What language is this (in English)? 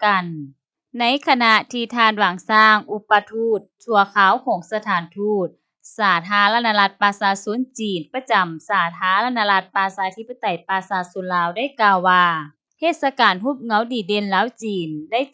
Lao